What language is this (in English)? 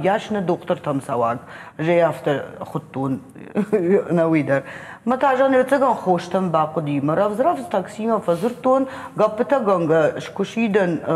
Ossetic